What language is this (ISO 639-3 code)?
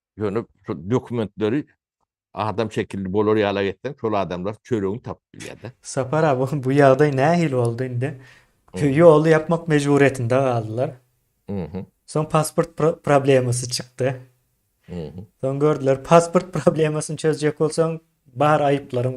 tuk